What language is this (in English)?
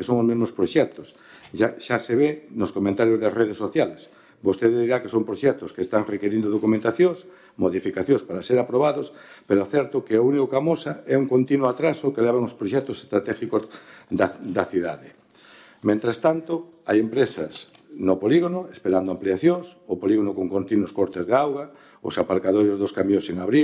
Galician